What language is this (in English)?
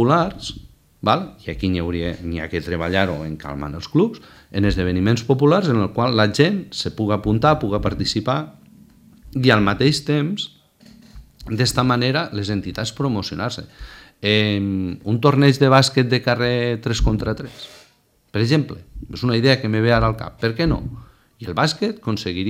Catalan